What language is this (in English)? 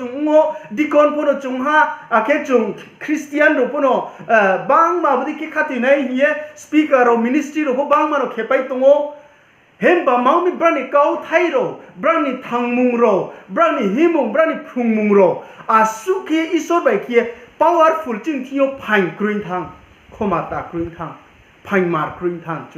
Riang (India)